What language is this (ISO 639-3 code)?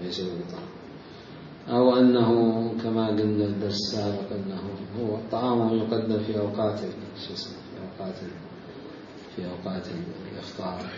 acm